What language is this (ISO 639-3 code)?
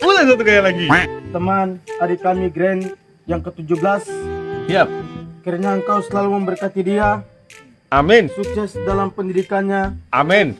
abs